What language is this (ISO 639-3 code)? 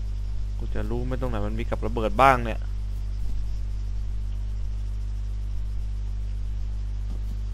tha